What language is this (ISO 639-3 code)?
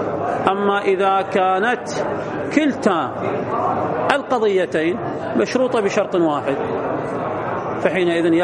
ara